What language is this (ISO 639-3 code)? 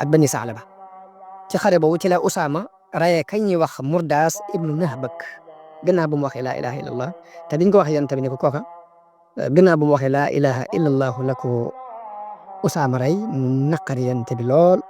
wol